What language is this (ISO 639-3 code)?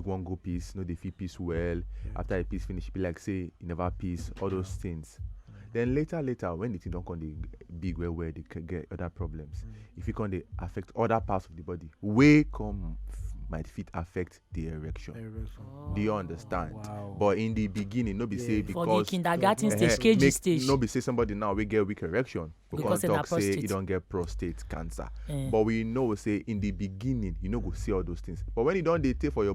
pcm